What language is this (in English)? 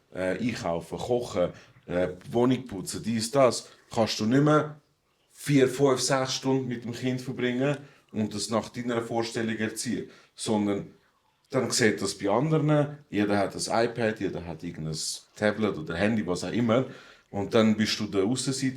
Swiss German